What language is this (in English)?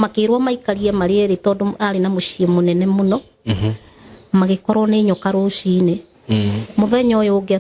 Kikuyu